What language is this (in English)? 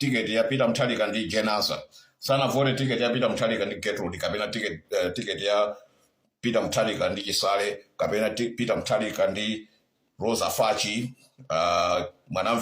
Nyanja